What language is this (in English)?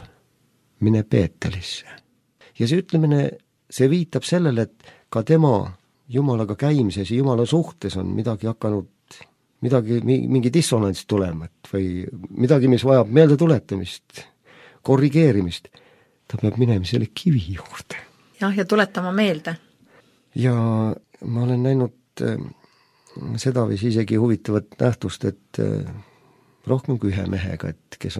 Estonian